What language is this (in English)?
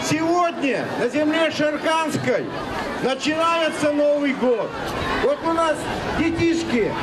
Udmurt